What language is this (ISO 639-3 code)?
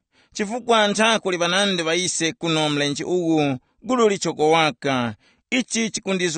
tum